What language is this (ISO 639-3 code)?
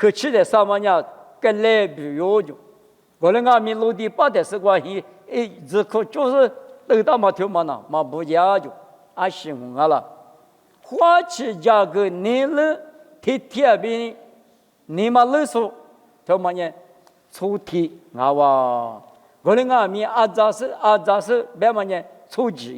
lis